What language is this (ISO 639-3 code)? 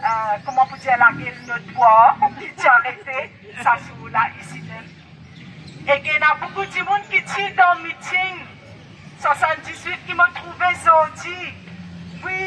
mfe